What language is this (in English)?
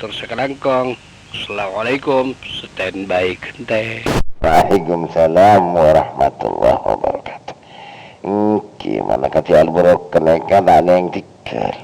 Madurese